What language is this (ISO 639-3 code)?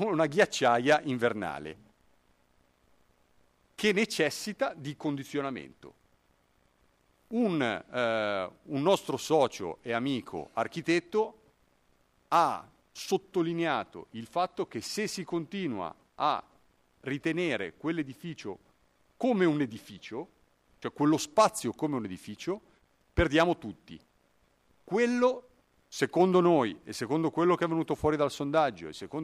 ita